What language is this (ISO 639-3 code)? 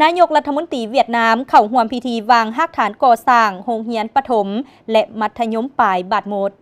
lao